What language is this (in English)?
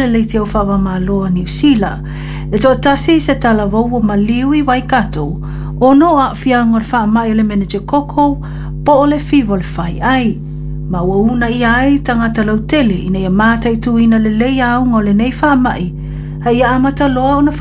Samoan